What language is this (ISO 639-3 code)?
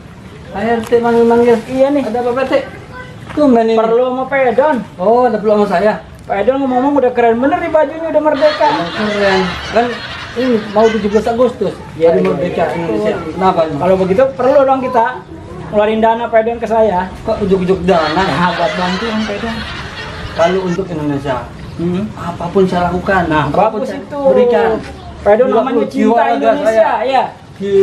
bew